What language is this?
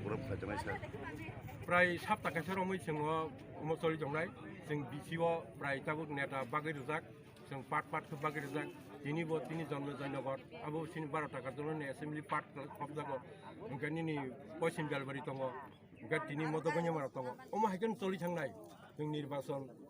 Kok Borok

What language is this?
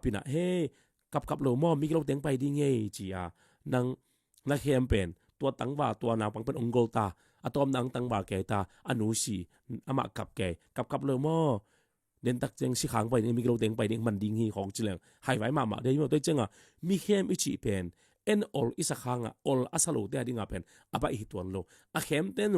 Tedim Chin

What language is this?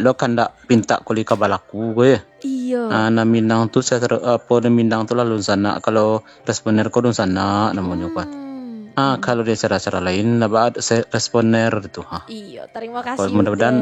Minangkabau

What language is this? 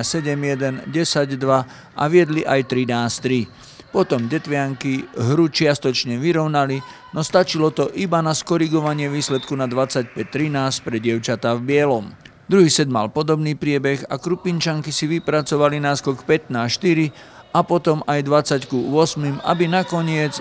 Slovak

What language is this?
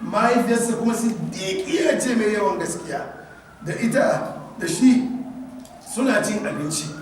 Hausa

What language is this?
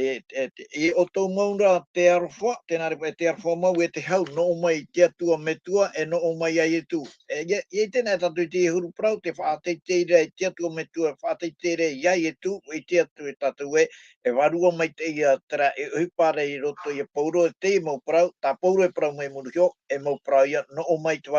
Tahitian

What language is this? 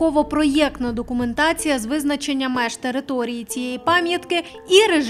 Ukrainian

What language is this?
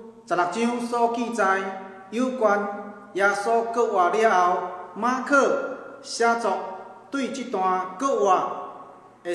Min Nan Chinese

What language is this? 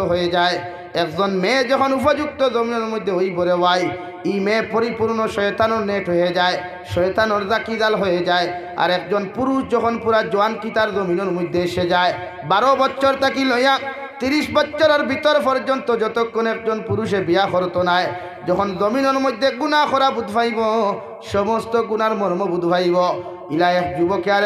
Sylheti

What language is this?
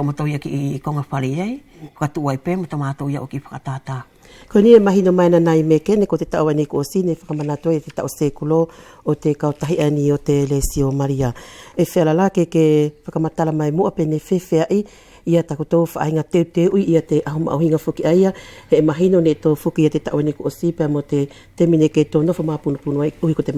Wallisian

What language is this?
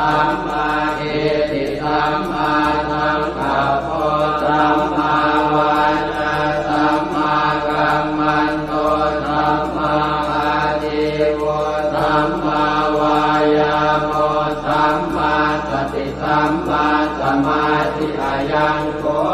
Pali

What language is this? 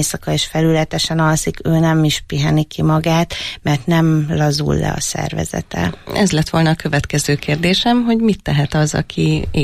Hungarian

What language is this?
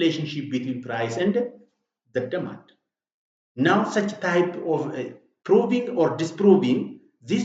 Oromo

